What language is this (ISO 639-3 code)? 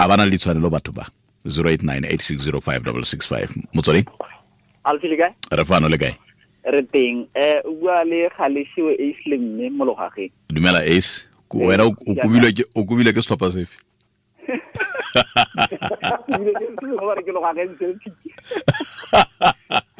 tsn